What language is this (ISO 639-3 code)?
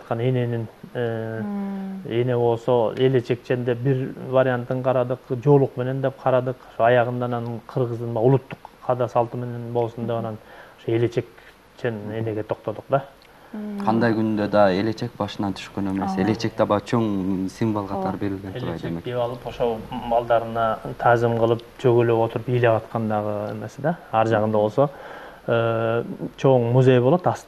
kir